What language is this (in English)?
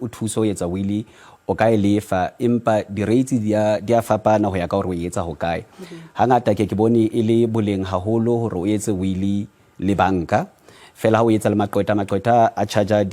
Southern Sotho